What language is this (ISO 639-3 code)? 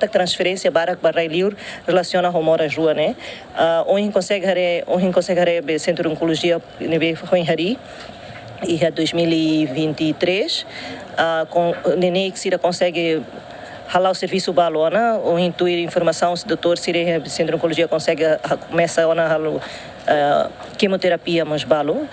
tet